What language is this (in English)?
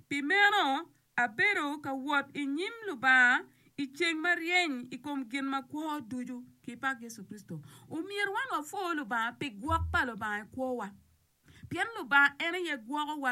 Acoli